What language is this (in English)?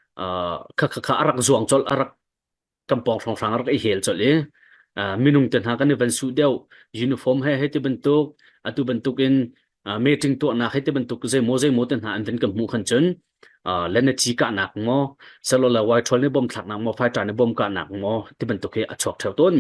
Hakha Chin